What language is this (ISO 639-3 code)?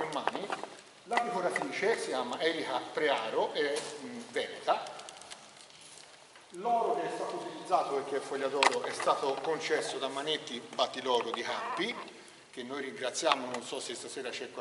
ita